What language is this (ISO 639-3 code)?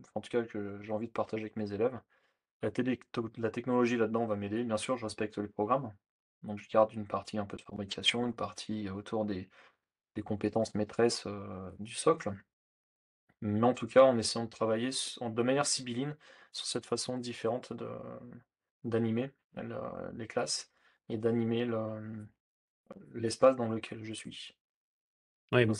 fra